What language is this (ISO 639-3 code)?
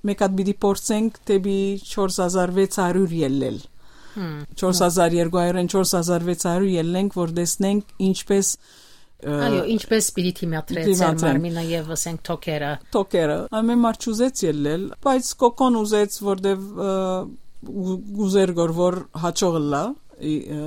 hyw